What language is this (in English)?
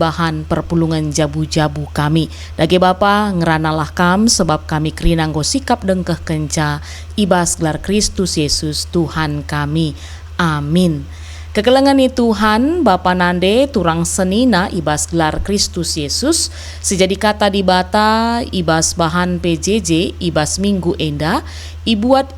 Batak Karo